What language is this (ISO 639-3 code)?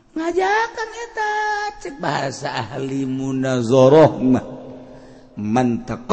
sun